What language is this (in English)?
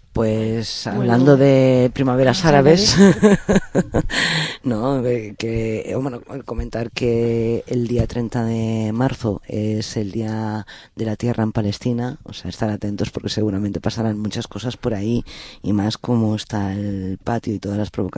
Spanish